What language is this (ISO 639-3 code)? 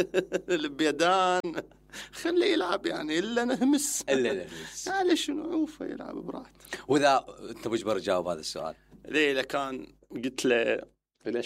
acm